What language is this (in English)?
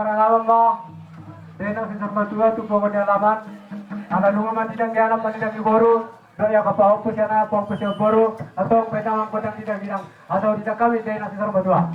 Batak Toba